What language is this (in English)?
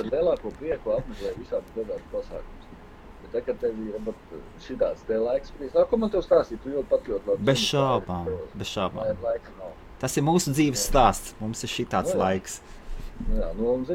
Latvian